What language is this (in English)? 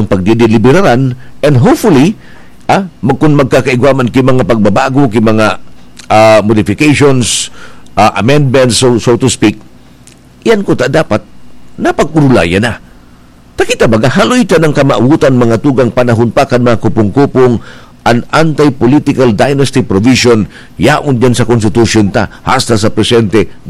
Bikol